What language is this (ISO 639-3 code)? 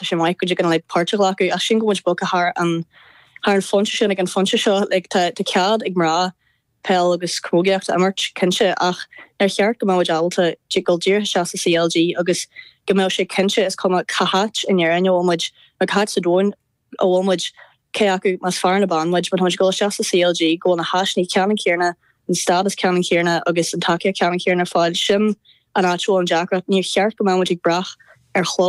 gle